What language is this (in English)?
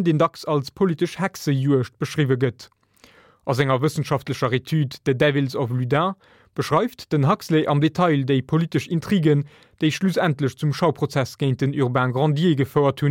Luxembourgish